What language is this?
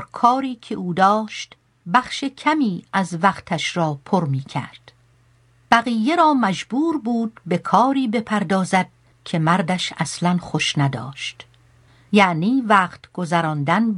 Persian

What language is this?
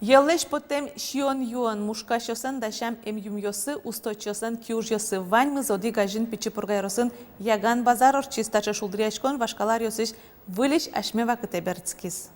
Udmurt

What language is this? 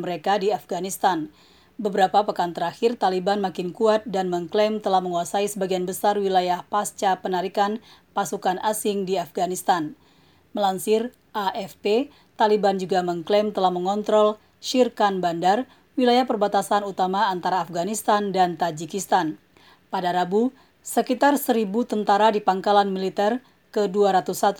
Indonesian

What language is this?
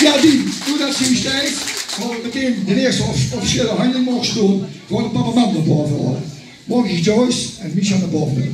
Limburgish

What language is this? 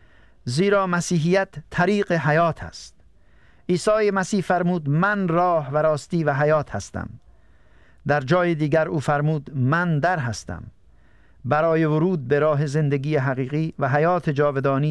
Persian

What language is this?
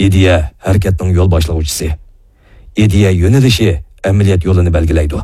Uyghur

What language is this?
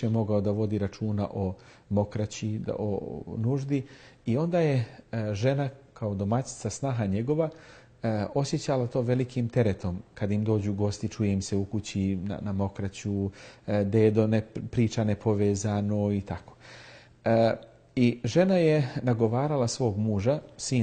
Bosnian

